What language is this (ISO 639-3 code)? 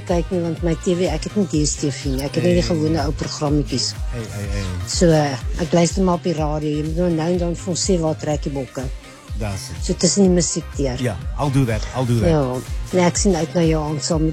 afr